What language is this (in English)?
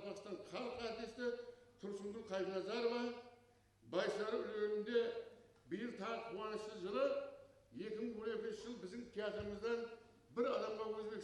Kara-Kalpak